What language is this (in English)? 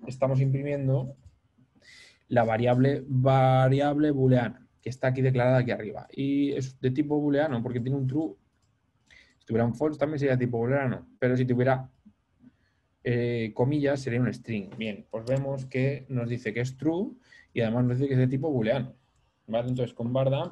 Spanish